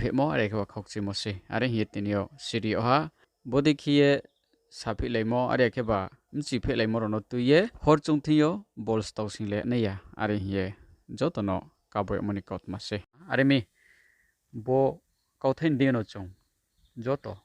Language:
Riang (India)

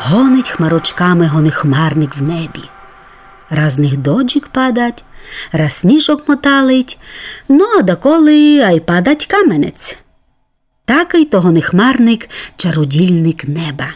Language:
Rusyn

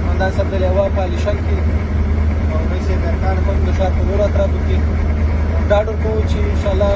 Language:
Pashto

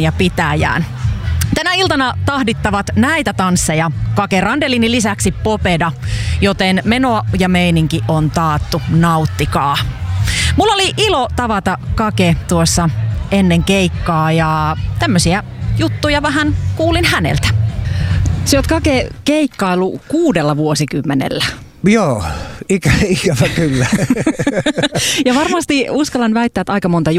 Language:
Finnish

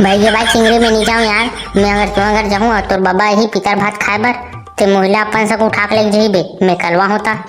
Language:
Chhattisgarhi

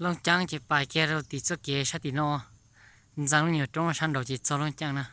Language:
Hmong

